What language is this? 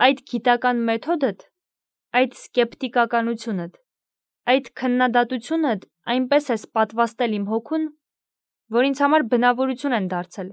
Armenian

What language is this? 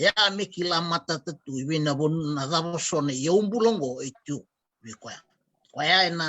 Fijian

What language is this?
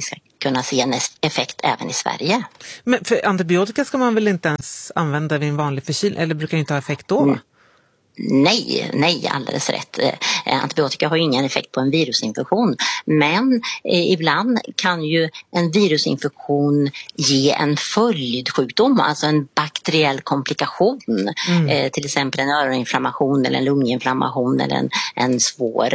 Swedish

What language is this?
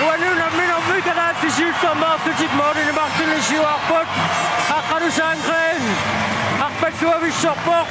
Kalaallisut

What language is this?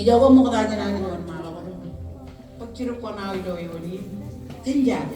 Marshallese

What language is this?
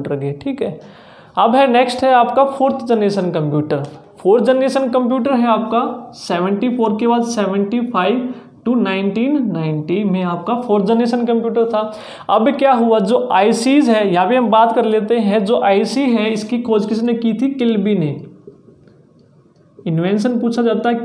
Hindi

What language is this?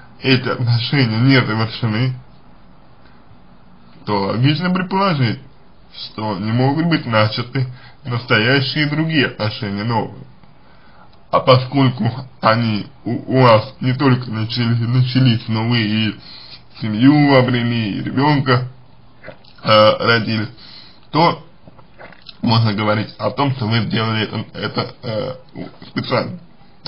Russian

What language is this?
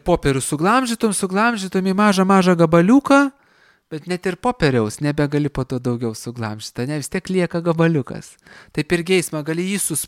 Lithuanian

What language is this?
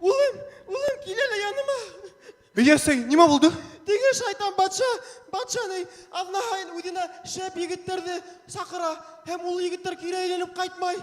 Bashkir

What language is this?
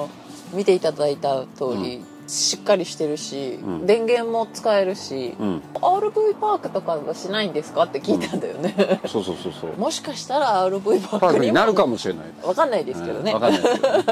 Japanese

